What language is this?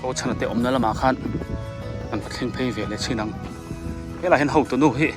Biete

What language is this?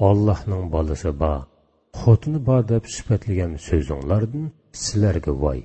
Uyghur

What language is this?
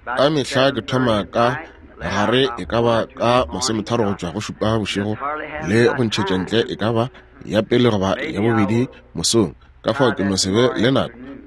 Northern Sotho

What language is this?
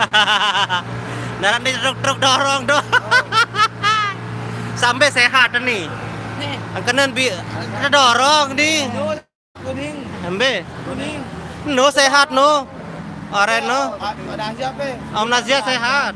Sasak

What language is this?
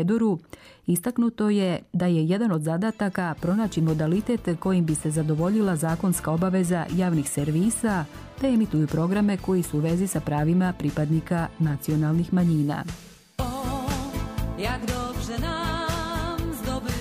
Bosnian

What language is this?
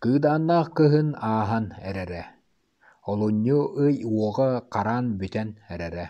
Yakut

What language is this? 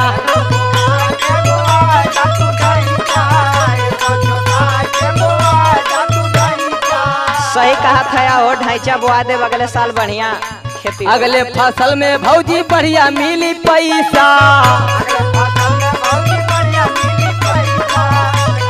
Bhojpuri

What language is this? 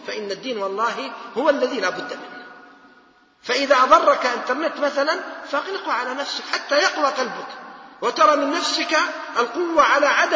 Arabic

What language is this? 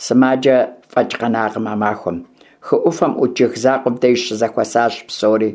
Kabardian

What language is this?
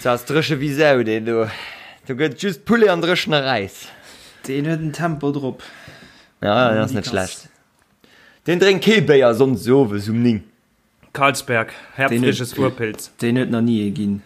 Luxembourgish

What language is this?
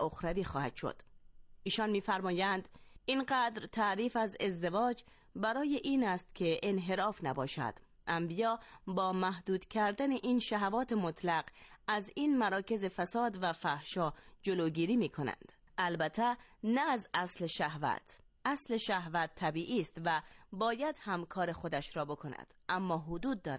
Persian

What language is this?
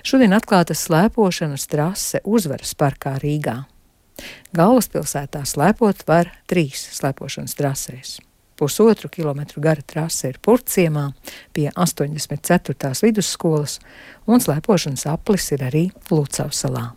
Latvian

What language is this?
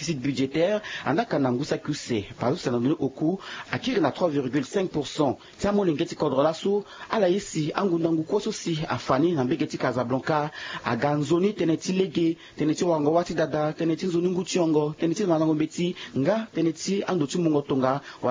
Sango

